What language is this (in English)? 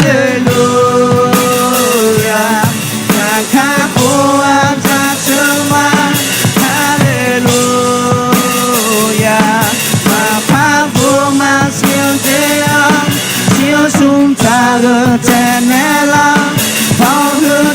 Akha